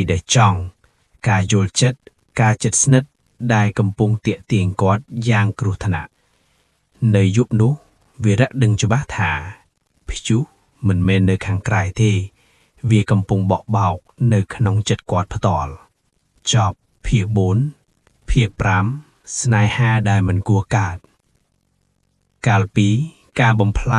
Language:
Khmer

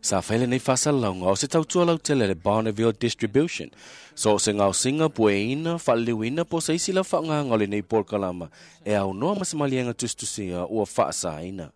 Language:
Samoan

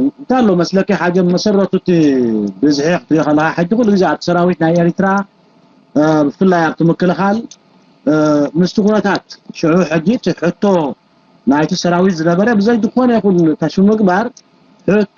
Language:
Tigrinya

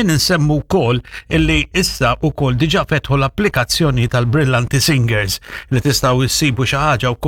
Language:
Maltese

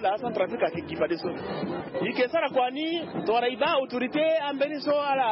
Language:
Sango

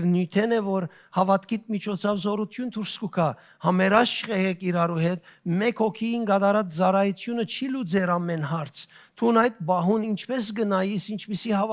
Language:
Western Armenian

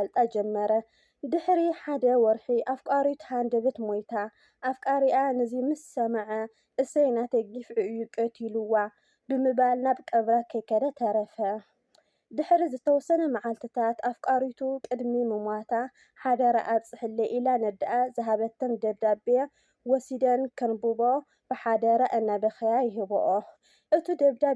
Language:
Tigrinya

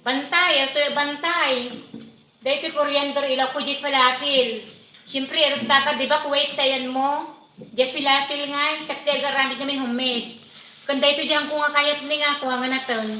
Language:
Iloko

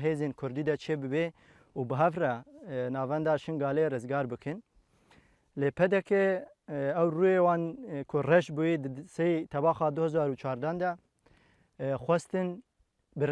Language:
Kurdish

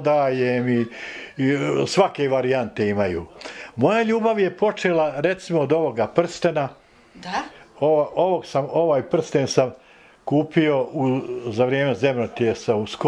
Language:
Bosnian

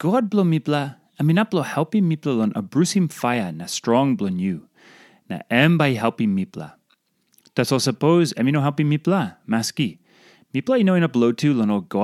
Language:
Tok Pisin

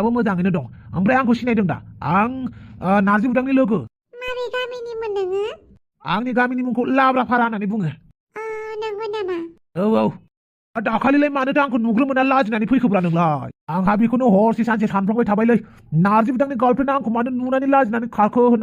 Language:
Bodo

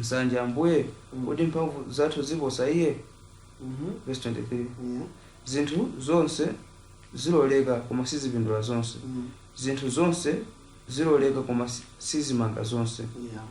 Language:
Nyanja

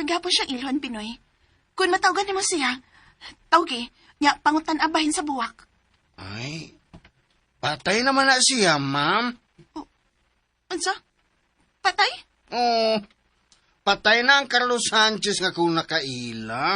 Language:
Cebuano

